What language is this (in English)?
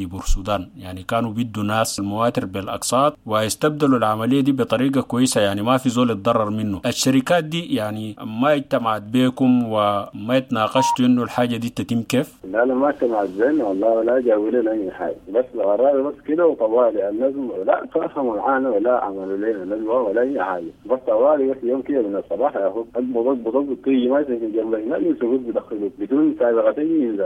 Sudanese Arabic